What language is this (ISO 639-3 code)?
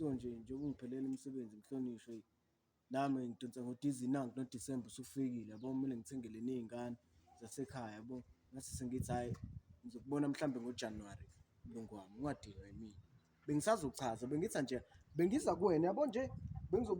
zul